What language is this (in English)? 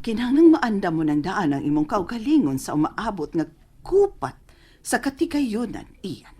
Cebuano